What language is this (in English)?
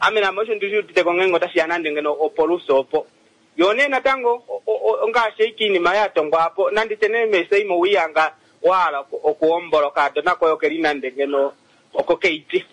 Kuanyama